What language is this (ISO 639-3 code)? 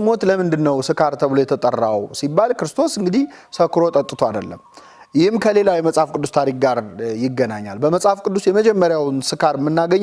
amh